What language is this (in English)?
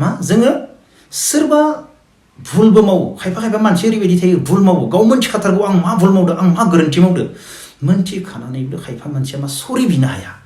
Bodo